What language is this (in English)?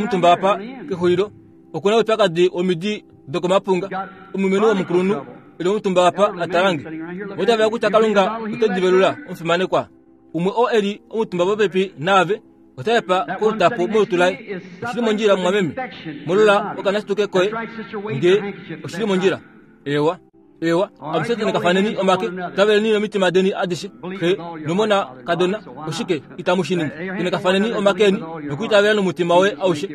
Kuanyama